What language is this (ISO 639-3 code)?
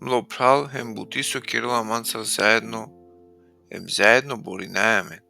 rmn